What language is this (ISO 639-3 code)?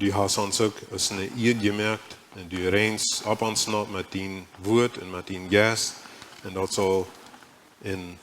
pdt